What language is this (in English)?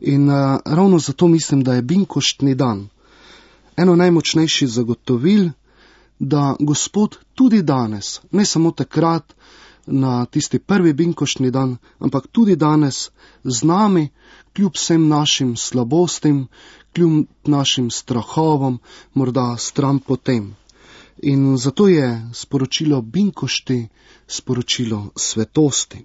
Slovenian